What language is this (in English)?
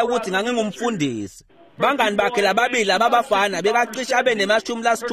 Swati